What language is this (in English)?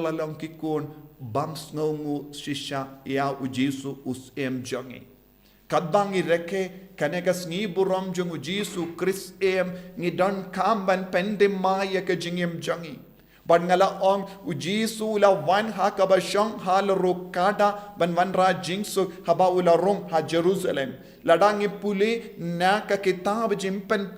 Khasi